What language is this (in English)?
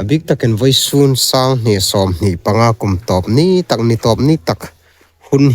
Hmar